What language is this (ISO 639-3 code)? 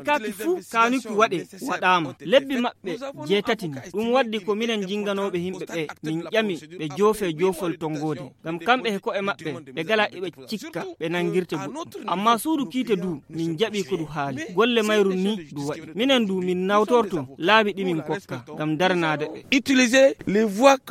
ful